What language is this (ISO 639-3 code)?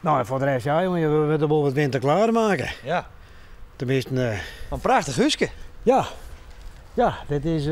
fry